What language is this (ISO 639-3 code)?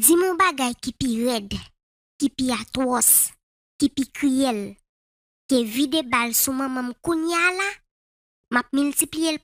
hat